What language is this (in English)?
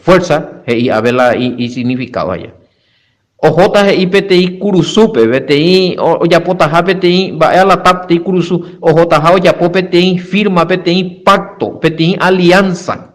Guarani